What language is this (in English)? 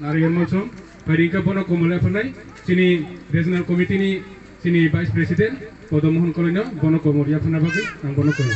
Kok Borok